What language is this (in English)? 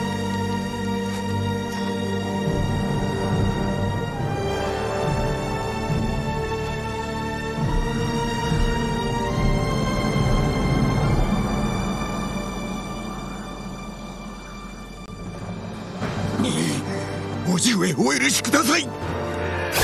Japanese